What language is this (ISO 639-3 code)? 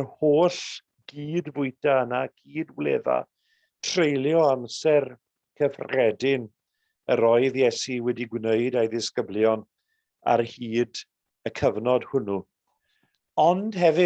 cym